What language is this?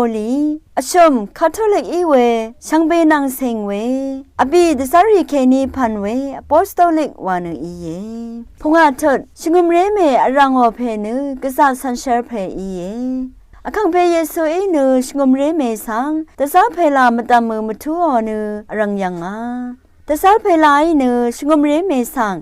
Rawang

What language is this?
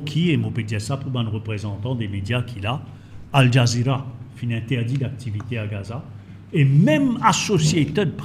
Morisyen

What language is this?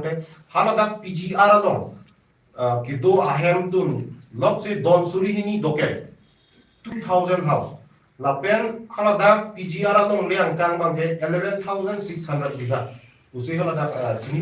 Karbi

